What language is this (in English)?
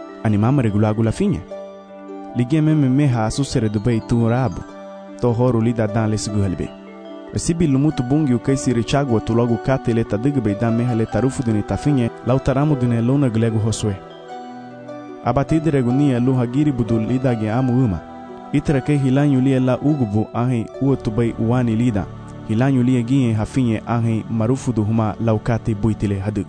Garifuna